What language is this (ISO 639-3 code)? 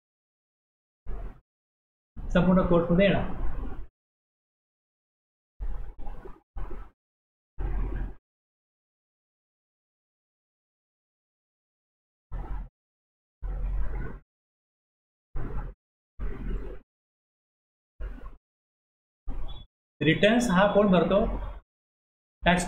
mar